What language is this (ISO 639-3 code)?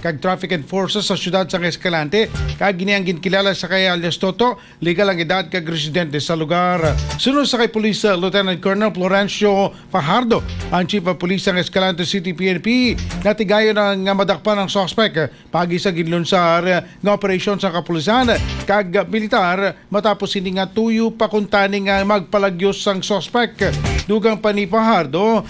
hil